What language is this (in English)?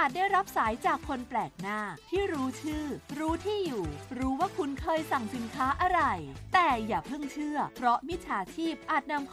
Thai